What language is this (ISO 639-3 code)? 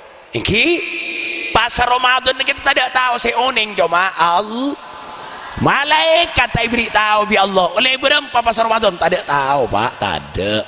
mad